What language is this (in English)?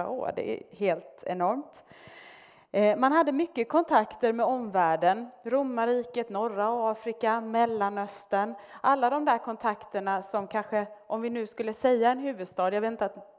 Swedish